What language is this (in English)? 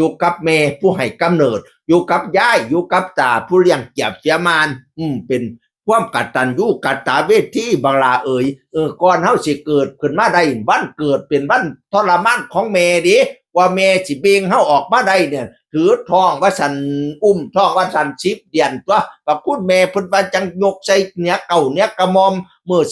Northeastern Thai